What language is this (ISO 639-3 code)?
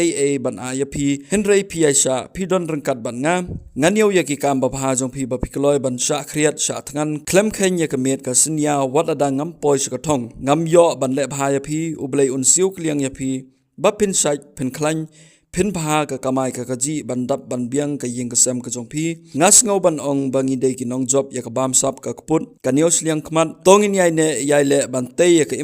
kha